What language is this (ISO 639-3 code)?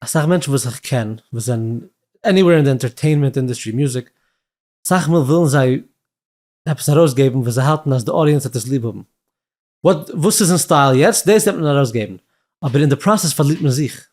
yid